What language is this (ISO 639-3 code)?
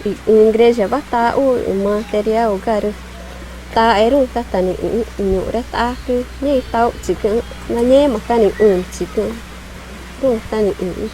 tca